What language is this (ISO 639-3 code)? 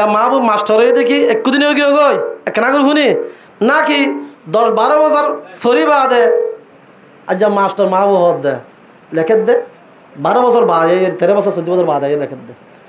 rhg